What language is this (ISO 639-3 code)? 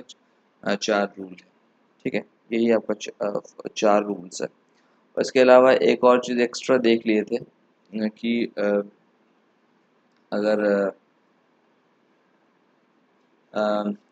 hin